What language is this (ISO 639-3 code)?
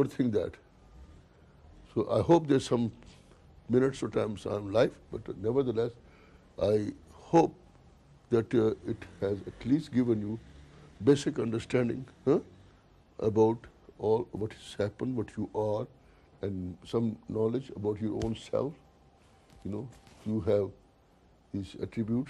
eng